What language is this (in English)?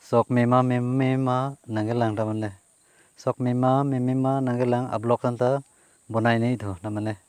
Karbi